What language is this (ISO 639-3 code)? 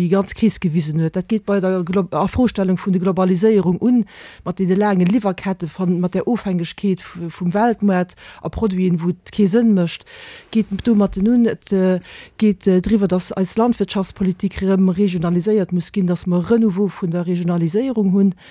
ltz